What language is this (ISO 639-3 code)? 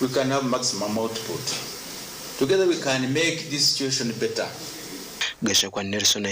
nyn